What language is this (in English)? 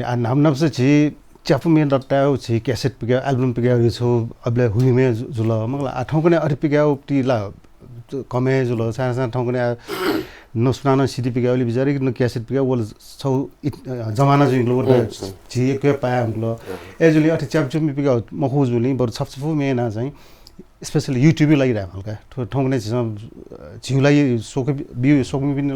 Newari